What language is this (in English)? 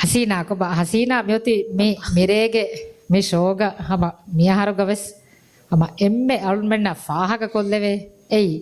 Divehi